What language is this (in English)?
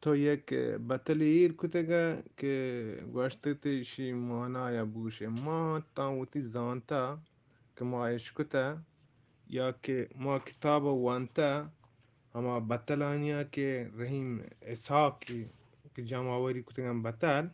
Eastern Balochi